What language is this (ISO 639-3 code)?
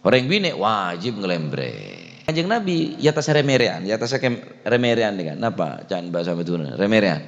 mad